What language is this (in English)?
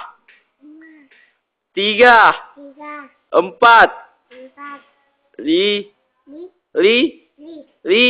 Buginese